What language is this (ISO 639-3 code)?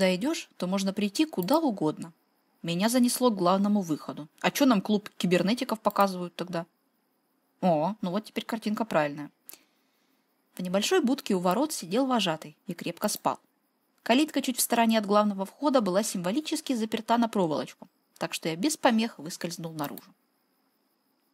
rus